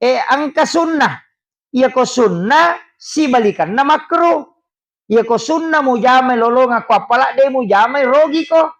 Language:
Buginese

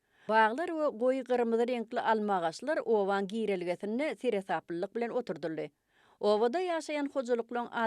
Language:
Turkmen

